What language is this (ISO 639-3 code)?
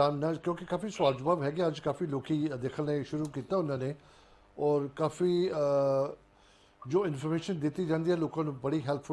pan